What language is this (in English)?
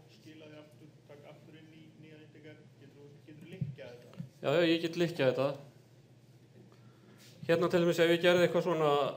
Icelandic